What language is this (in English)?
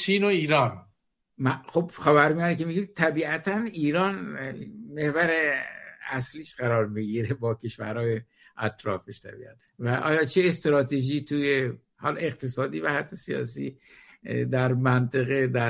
Persian